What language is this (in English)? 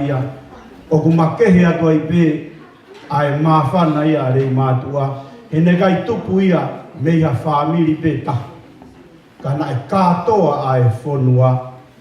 Tongan